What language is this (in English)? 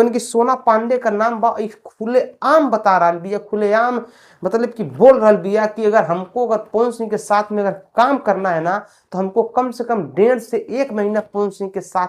Bhojpuri